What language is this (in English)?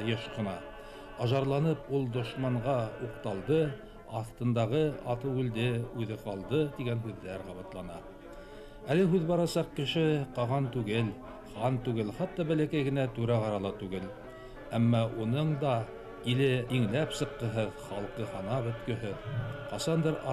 Bashkir